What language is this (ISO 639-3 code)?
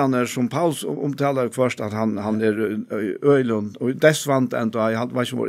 fao